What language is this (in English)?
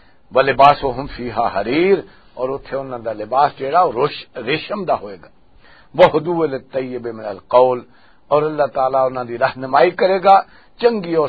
Western Panjabi